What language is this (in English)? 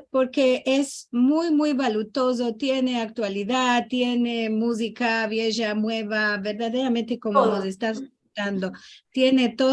Ladino